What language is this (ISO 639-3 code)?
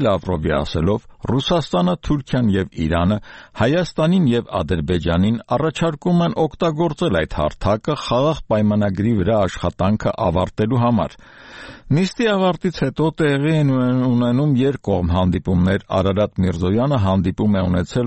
hye